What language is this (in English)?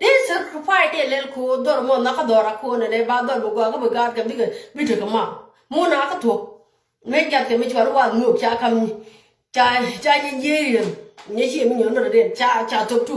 Nuer